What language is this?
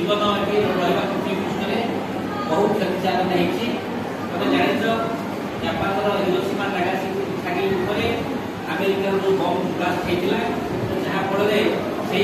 Odia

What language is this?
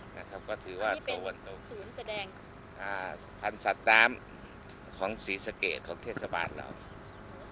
Thai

